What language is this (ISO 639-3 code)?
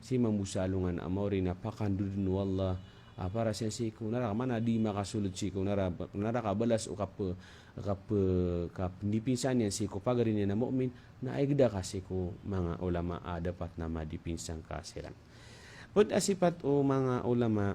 mrw